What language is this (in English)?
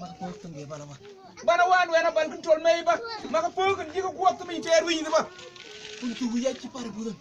Mabaan